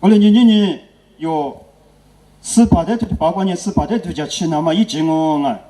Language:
Lisu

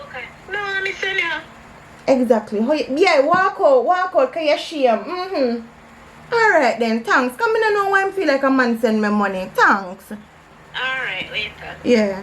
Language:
Jamaican Creole English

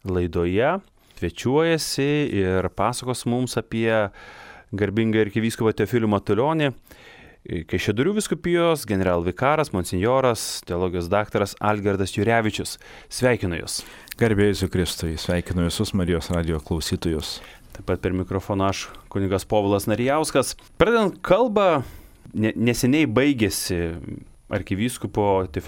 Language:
Lithuanian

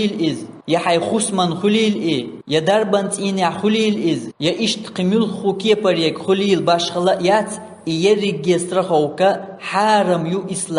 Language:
Chechen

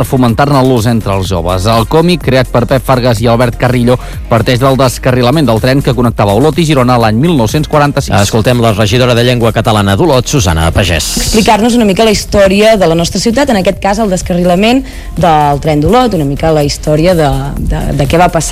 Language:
Catalan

